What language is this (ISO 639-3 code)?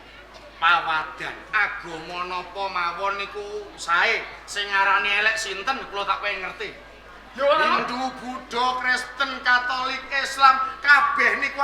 jav